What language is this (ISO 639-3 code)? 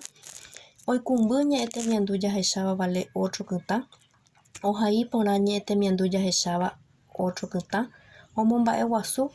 grn